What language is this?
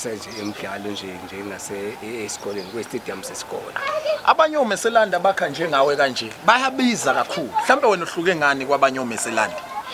Zulu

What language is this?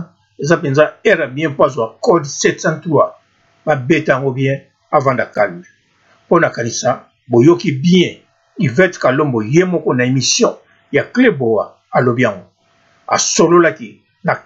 Lingala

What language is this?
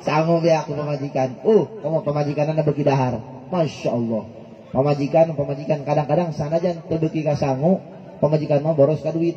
Sundanese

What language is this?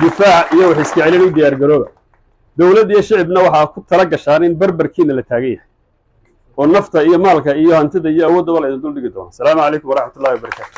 Somali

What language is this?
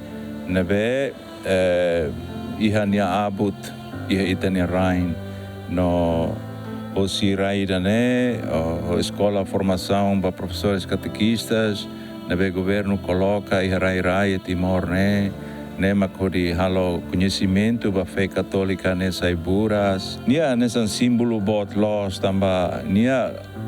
Tetum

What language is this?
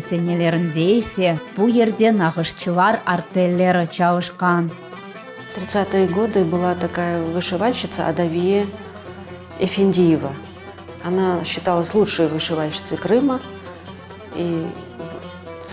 Crimean Tatar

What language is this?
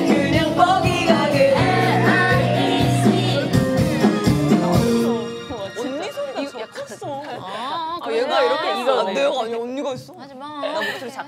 Korean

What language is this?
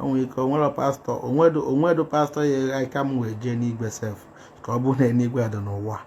Igbo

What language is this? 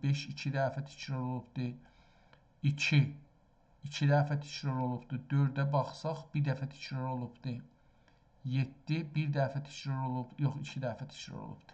South Azerbaijani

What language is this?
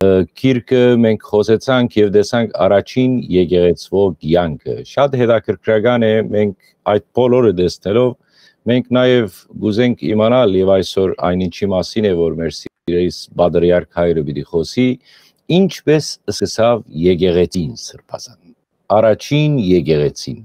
Western Armenian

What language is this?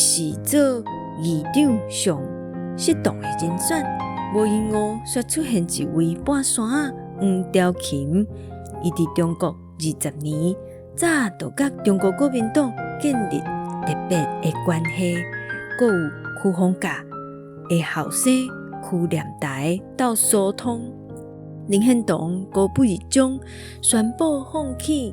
Min Nan Chinese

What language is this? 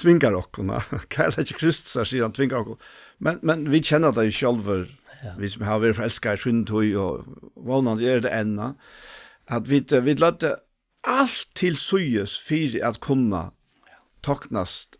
Faroese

